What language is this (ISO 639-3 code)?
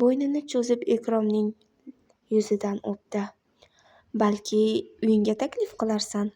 uzb